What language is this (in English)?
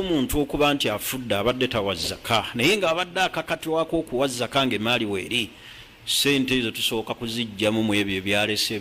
Ganda